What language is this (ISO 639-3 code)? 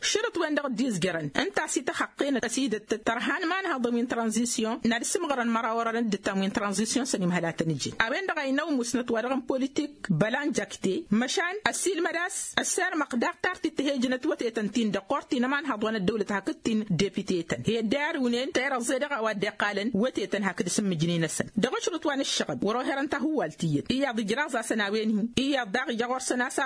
taq